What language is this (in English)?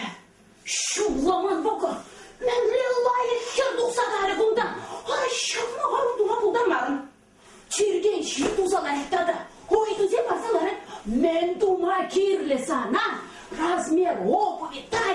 Chuvash